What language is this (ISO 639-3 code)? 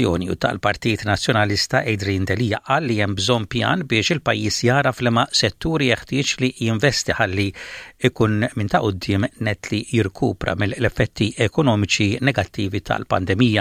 mlt